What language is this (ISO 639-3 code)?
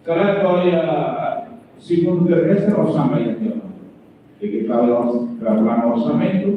tet